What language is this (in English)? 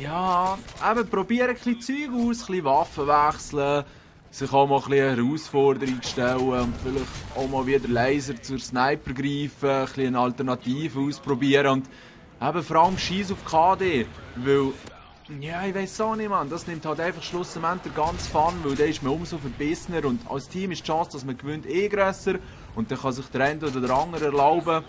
Swiss German